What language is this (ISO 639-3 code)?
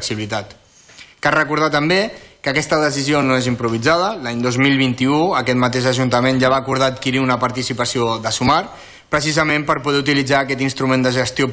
cat